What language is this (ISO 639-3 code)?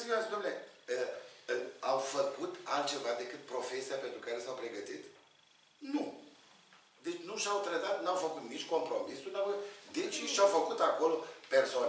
ron